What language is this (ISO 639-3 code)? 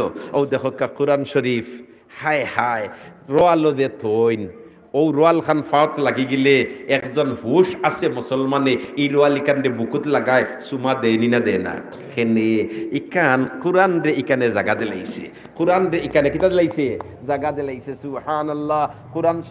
syl